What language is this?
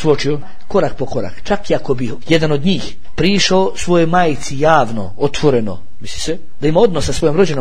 Bosnian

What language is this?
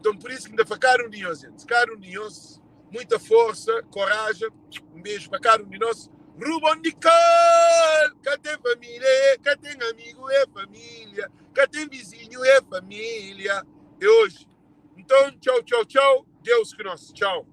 Kabuverdianu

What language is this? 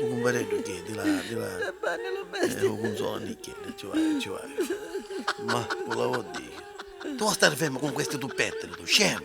Neapolitan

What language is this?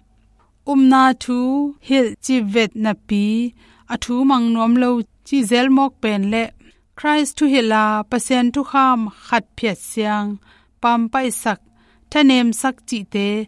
Tedim Chin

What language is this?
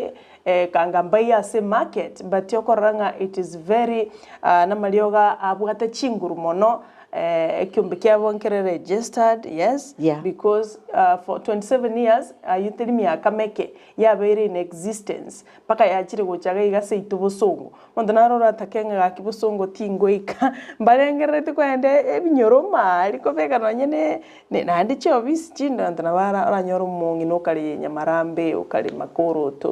Gusii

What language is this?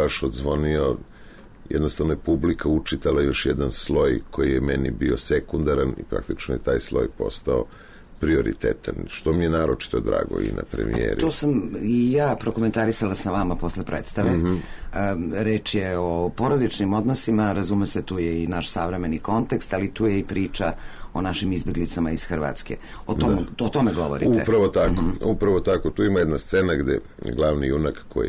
Serbian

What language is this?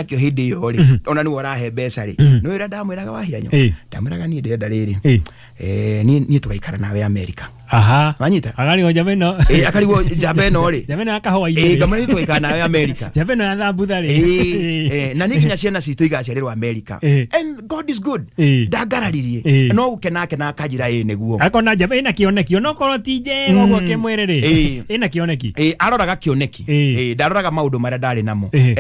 Kikuyu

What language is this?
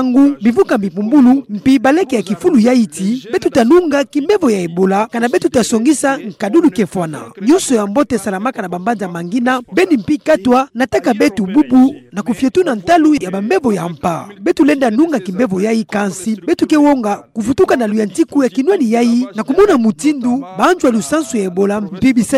Kituba (Democratic Republic of Congo)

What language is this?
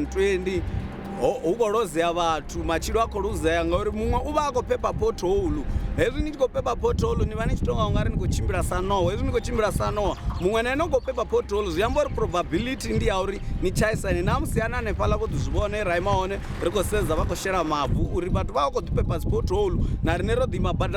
Venda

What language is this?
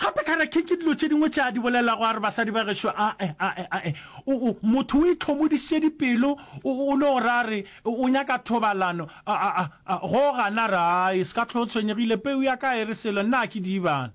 Northern Sotho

